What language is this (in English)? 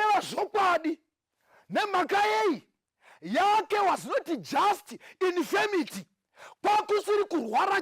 Shona